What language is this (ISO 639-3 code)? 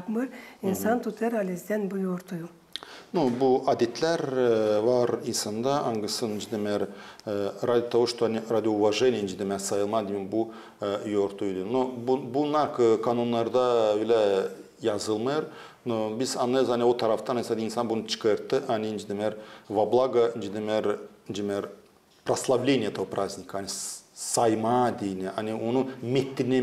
gag